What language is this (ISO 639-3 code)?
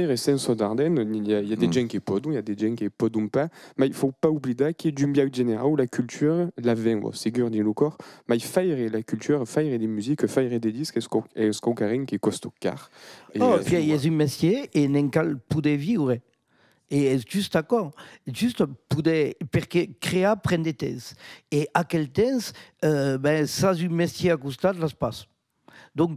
oci